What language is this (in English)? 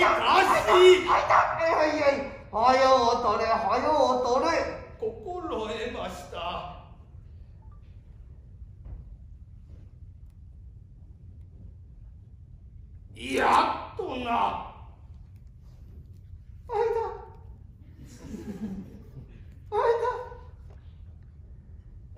Japanese